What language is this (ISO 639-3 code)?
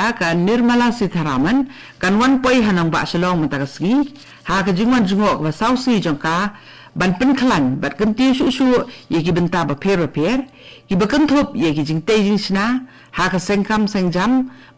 kha